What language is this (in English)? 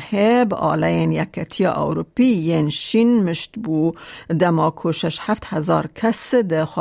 Kurdish